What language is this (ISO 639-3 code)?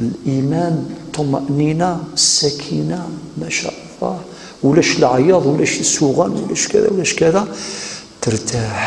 kab